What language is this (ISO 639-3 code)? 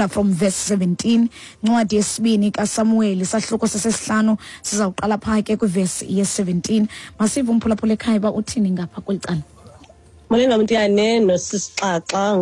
xho